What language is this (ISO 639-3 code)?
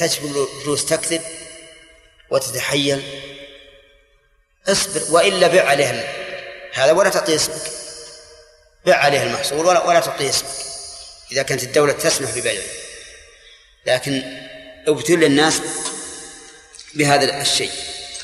ara